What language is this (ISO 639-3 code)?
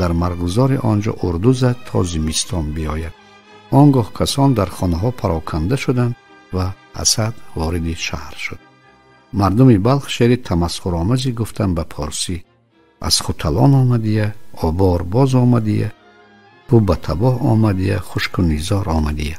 tgk